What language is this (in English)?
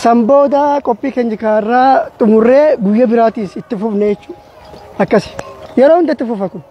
Oromo